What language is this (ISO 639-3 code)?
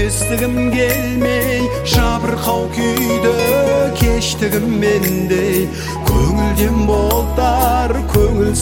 kaz